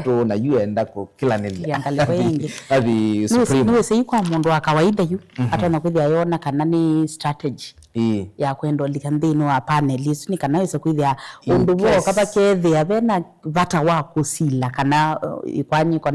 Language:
Kamba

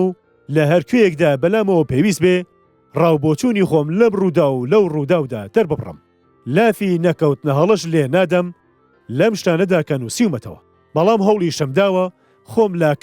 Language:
Central Kurdish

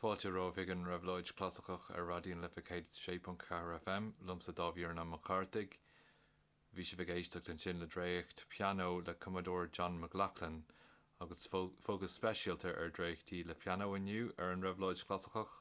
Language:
Irish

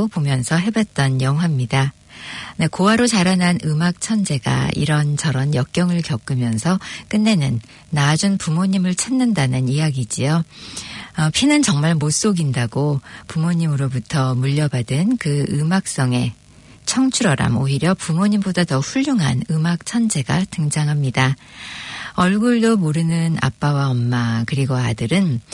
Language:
Korean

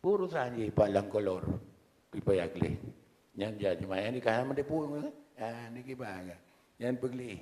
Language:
Achinese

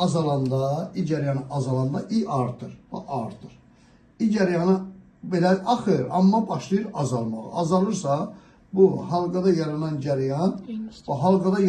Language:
Azerbaijani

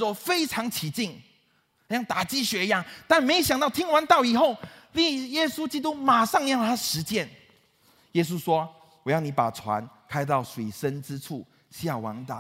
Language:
Chinese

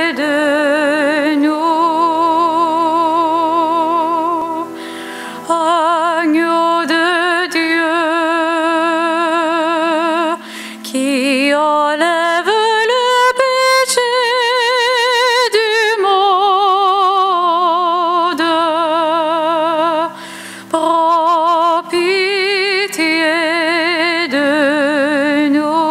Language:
French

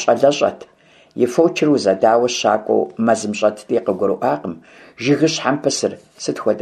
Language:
Kabardian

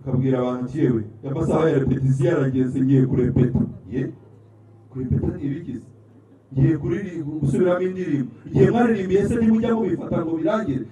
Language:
Kinyarwanda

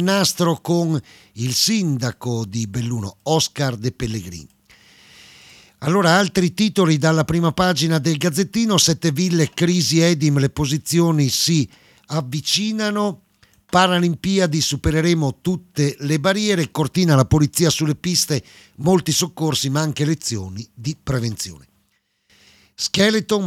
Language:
Italian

